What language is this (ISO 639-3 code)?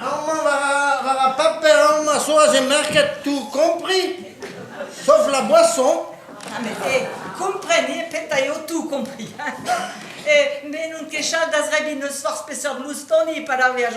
bre